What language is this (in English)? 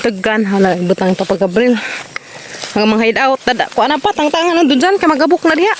Cebuano